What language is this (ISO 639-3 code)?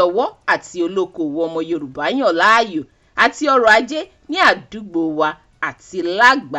yor